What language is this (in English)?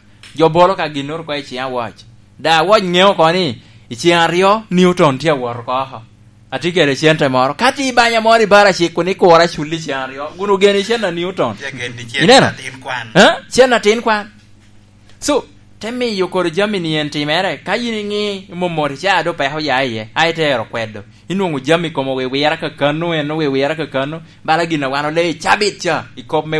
Lango (Uganda)